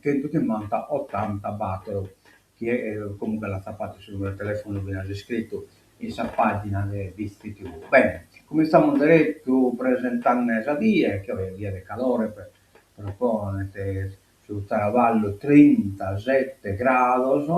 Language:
Sardinian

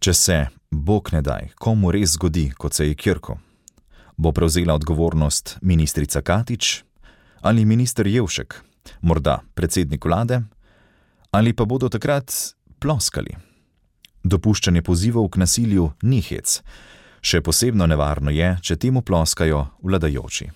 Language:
Slovenian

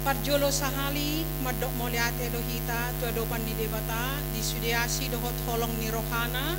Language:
Batak Toba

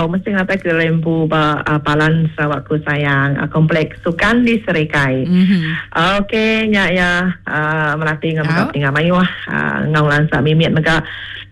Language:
Iban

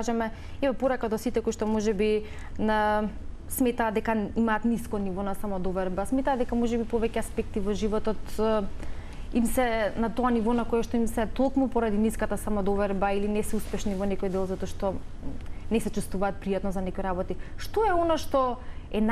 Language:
Macedonian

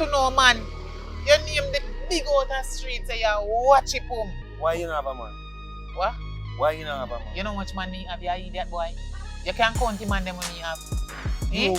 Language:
Jamaican Creole English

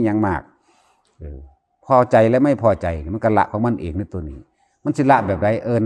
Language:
Lao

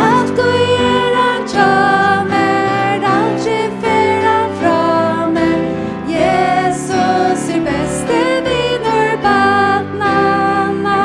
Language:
Faroese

